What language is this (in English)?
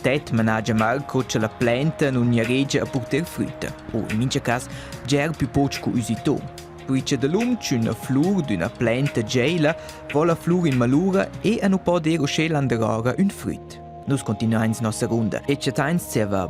Romansh